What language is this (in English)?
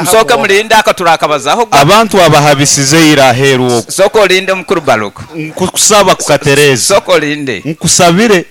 Nyankole